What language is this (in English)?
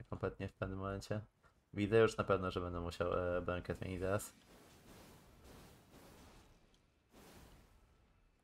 Polish